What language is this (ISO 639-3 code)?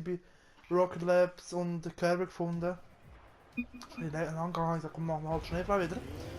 gsw